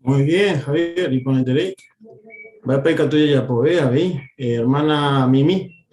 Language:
Guarani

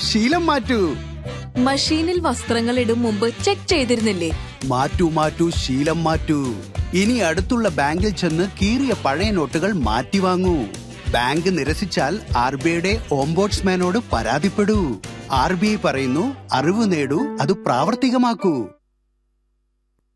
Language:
Malayalam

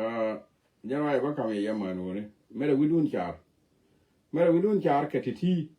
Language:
Nuer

